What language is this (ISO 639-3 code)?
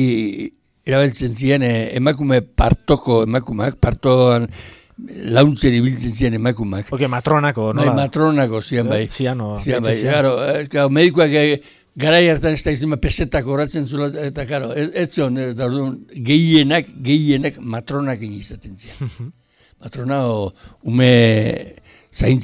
eus